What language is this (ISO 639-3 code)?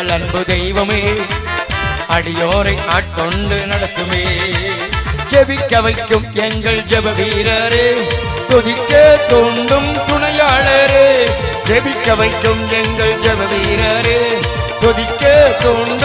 tam